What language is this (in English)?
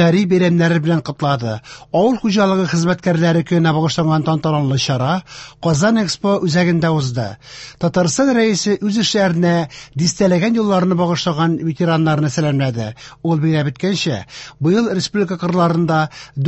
Tatar